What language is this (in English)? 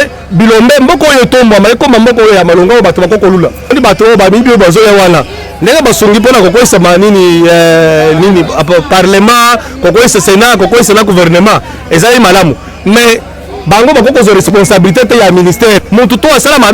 Lingala